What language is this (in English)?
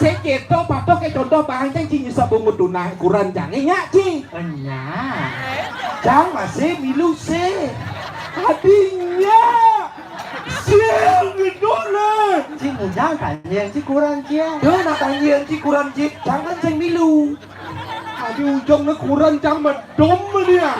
Balinese